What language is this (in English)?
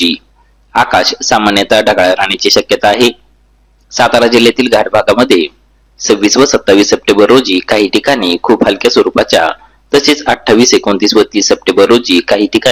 Marathi